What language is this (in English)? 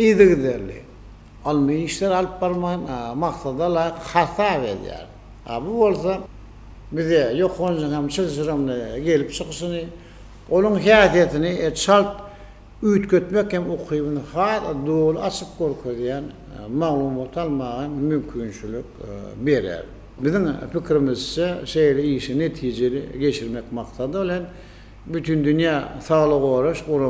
Turkmen